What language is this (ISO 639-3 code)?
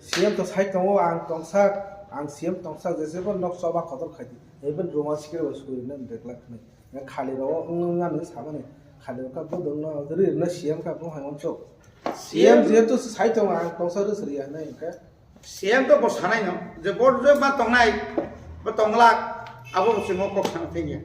trp